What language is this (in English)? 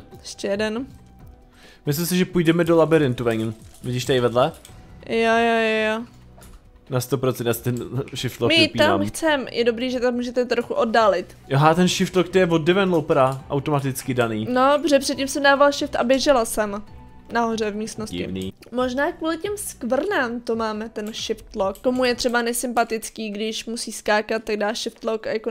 Czech